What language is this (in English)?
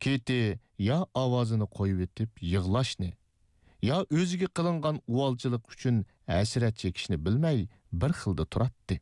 Uyghur